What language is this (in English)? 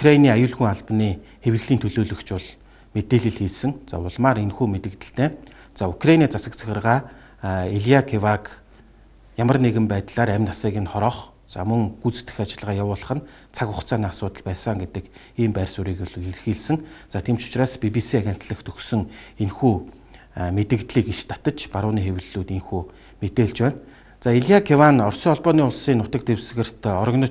Mongolian